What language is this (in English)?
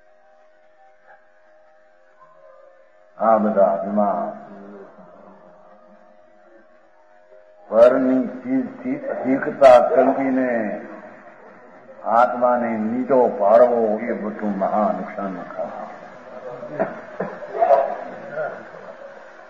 Gujarati